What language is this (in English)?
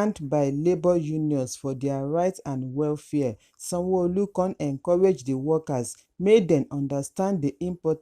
Nigerian Pidgin